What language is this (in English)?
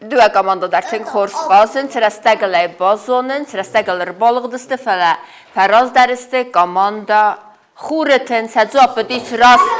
Ossetic